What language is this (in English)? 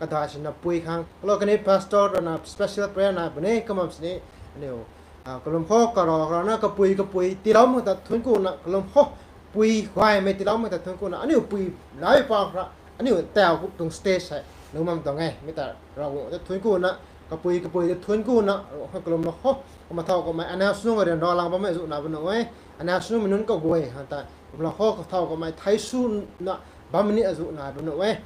Rongmei Naga